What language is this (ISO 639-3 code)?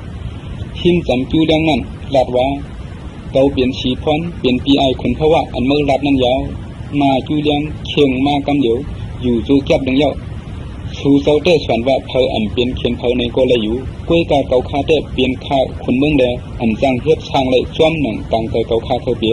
shn